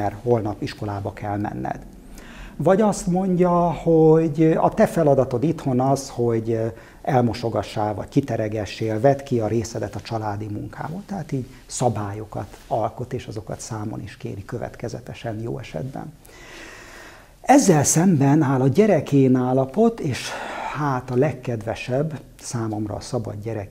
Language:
Hungarian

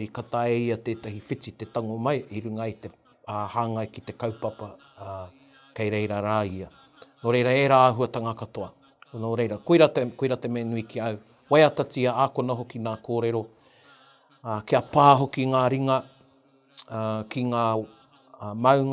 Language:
Māori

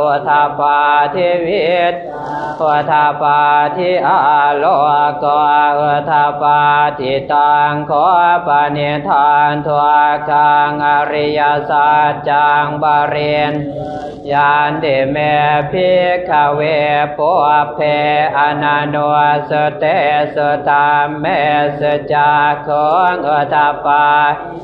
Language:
Pali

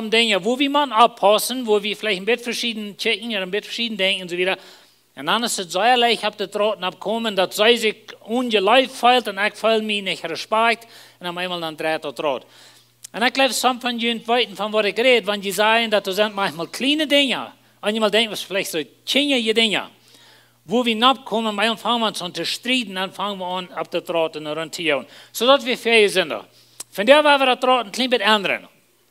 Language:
Plautdietsch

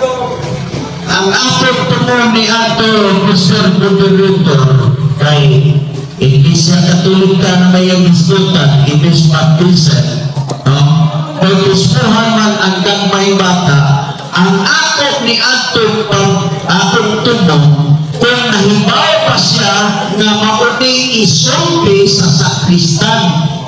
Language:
Cebuano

